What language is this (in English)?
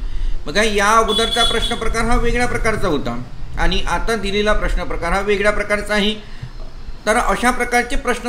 Marathi